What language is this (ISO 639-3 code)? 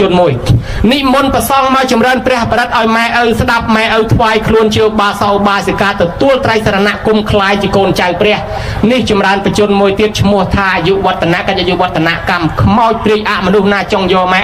khm